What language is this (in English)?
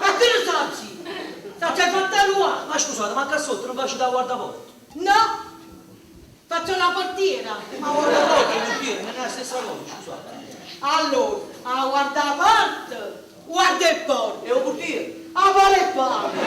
Neapolitan